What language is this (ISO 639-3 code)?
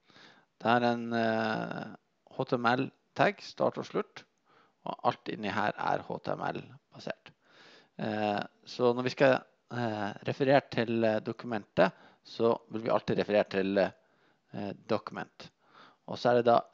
nor